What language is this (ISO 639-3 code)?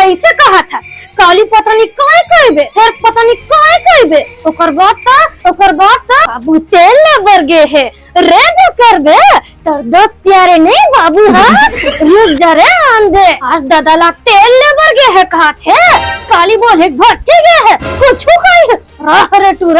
hne